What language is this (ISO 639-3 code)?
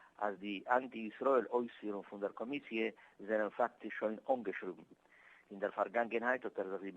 yid